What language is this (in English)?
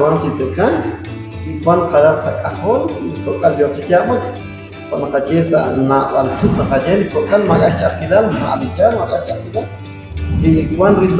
Kekchí